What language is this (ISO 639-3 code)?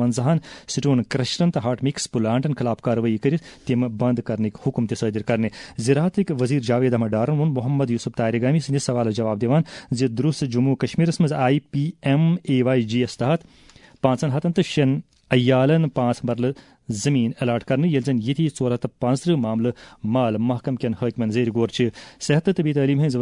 kas